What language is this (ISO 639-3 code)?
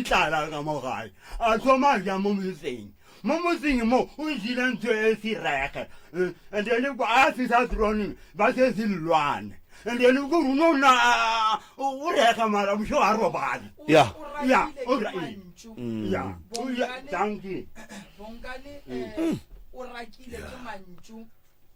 nso